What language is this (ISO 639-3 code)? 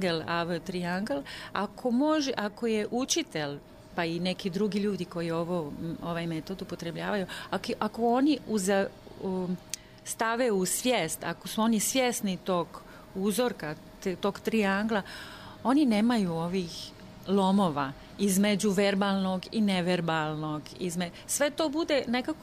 srp